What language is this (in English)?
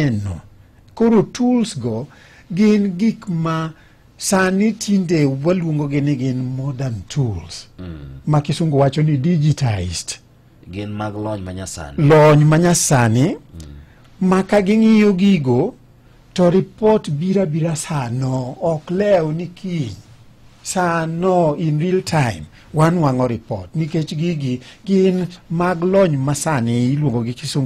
Luo (Kenya and Tanzania)